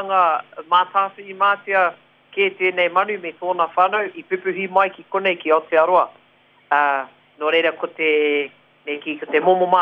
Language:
Māori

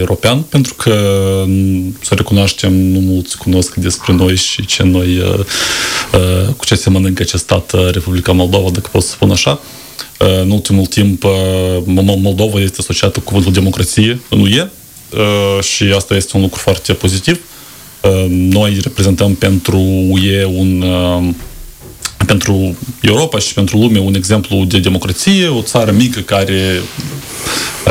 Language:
Romanian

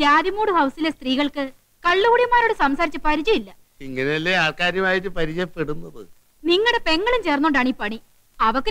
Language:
Malayalam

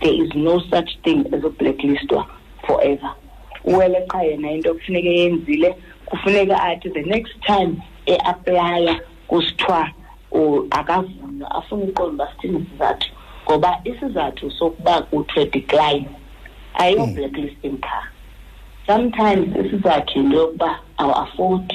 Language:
Xhosa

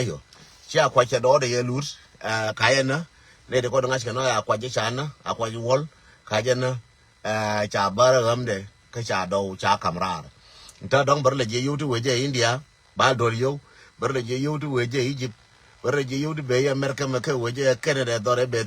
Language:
Nuer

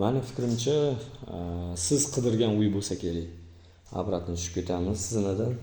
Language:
Uzbek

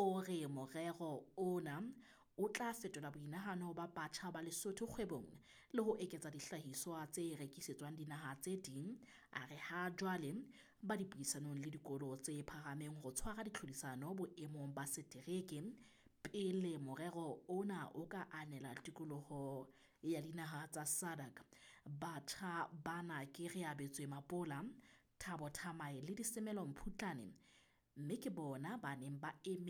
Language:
Southern Sotho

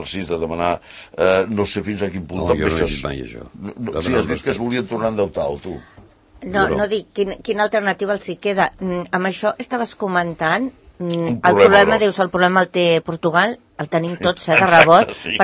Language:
Catalan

